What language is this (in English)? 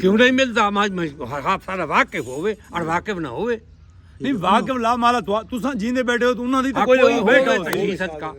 Saraiki